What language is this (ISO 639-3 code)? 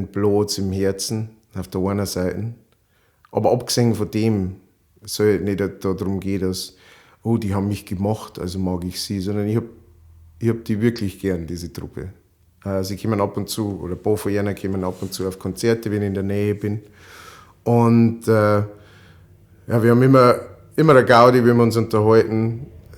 bar